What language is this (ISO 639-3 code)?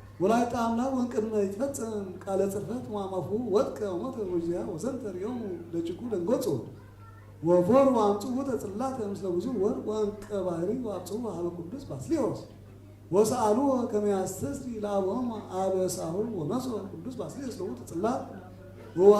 gez